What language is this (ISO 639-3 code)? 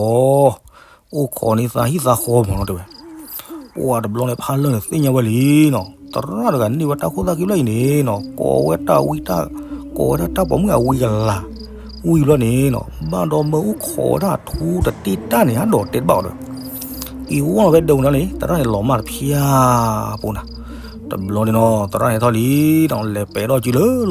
ksw